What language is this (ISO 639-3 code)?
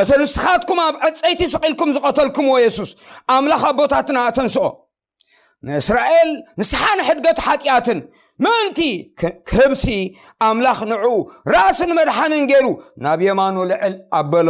tir